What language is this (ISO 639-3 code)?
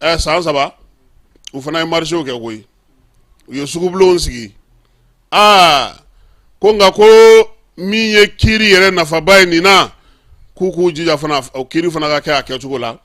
bam